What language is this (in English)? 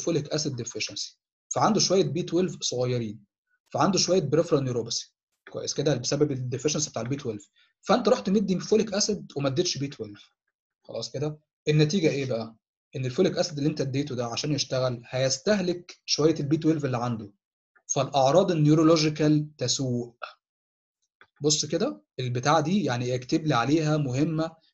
Egyptian Arabic